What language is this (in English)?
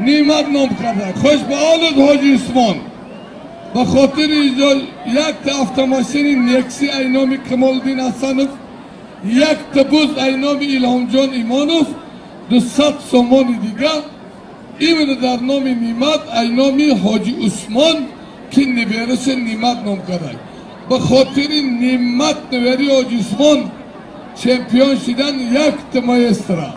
Tajik